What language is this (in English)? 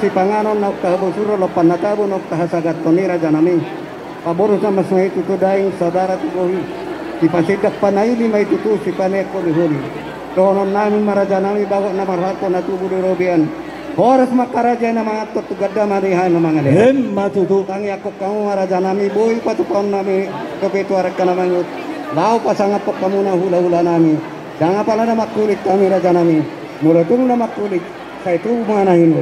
Batak Toba